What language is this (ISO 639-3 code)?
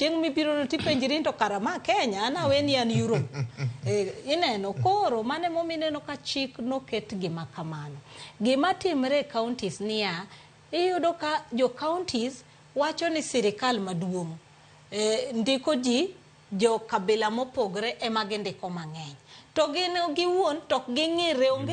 luo